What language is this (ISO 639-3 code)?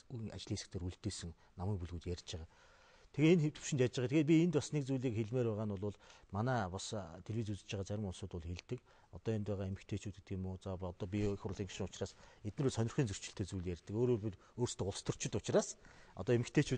mon